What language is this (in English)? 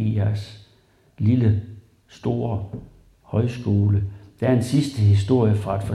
Danish